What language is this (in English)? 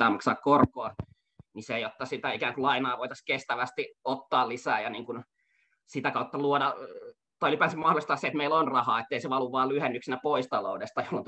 Finnish